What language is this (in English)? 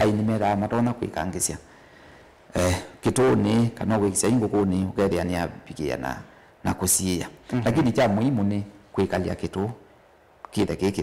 Kamba